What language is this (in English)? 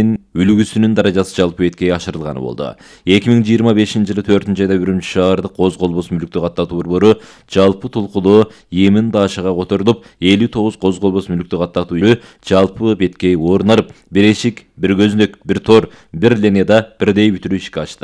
Kyrgyz